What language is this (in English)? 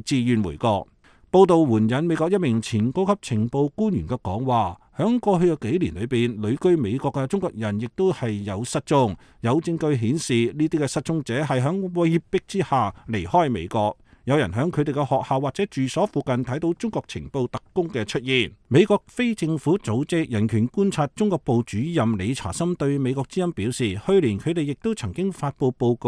Cantonese